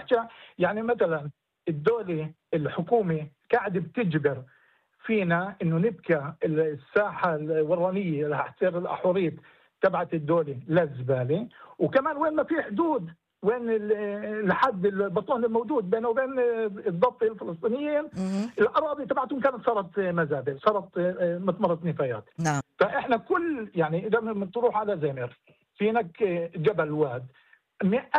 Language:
North Levantine Arabic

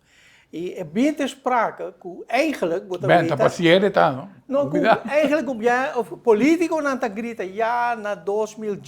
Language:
Papiamento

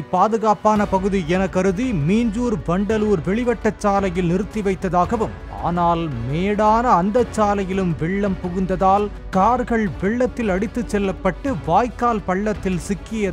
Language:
Tamil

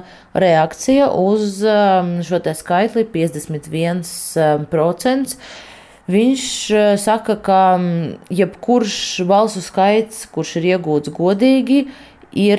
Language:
Latvian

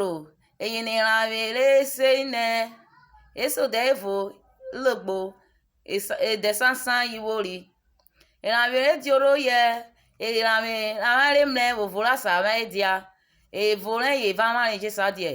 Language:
Urhobo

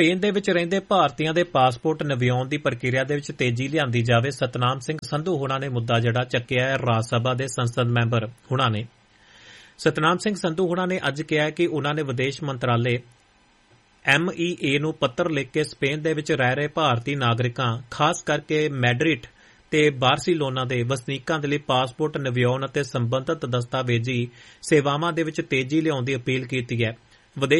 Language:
Punjabi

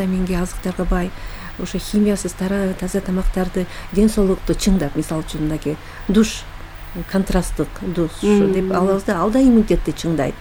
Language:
Kyrgyz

